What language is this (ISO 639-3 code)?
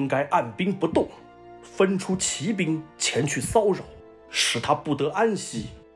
zho